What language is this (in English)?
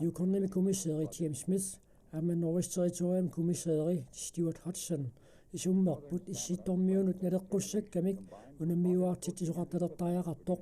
Kalaallisut